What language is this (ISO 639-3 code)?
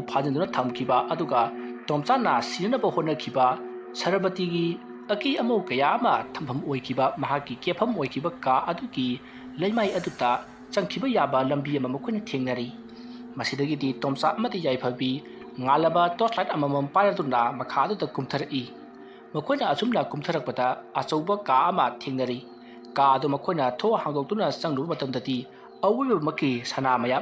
mni